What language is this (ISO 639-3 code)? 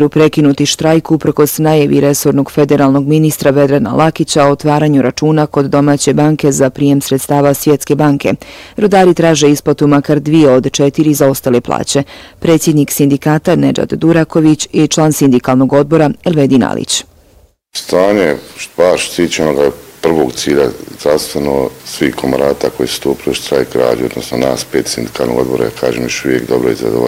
bos